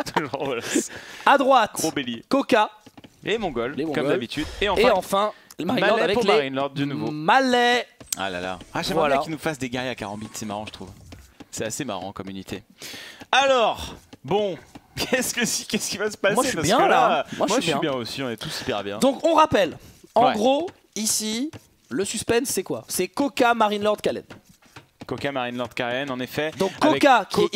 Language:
French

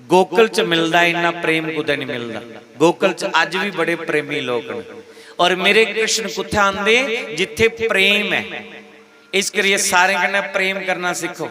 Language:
Dogri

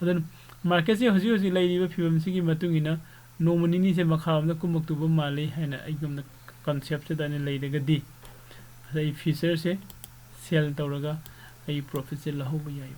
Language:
Manipuri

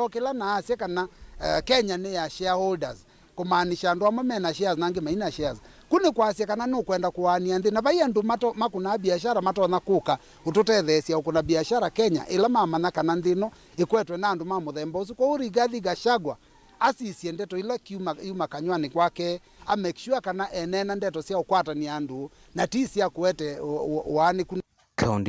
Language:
Kamba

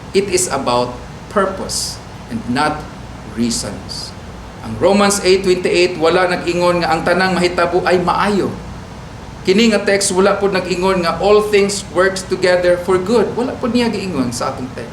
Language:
Cebuano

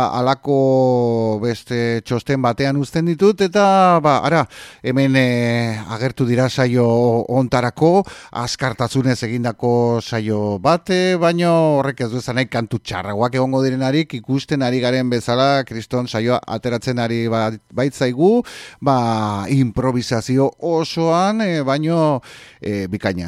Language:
Basque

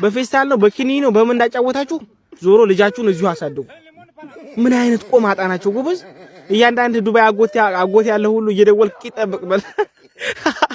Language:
Amharic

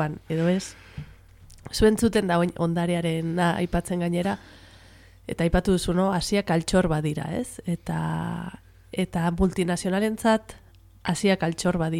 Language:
Basque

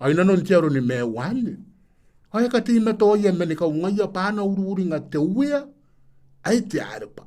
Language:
Gilbertese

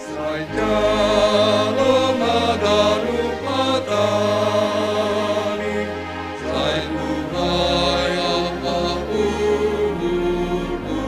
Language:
Batak Simalungun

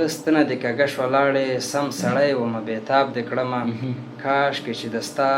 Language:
Pashto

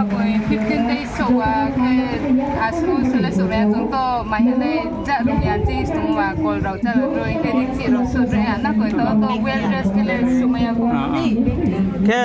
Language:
Riang (India)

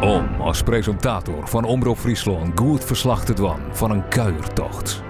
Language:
Western Frisian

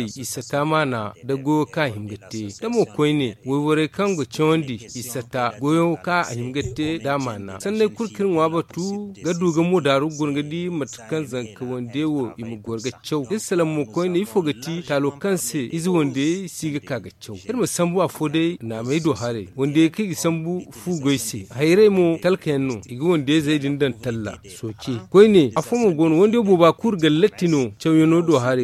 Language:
Zarma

